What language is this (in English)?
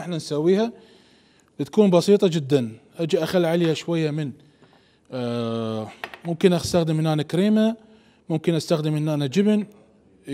Mesopotamian Arabic